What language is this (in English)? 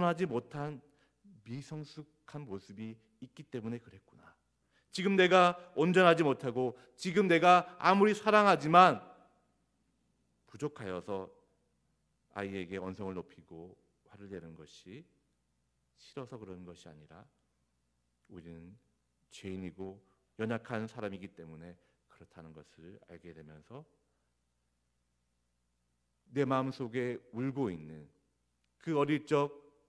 Korean